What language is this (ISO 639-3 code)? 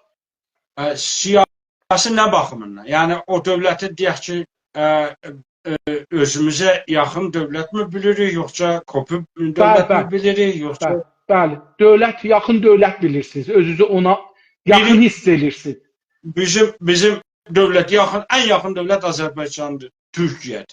azb